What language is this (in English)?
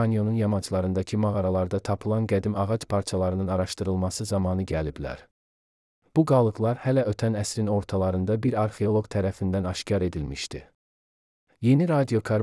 Azerbaijani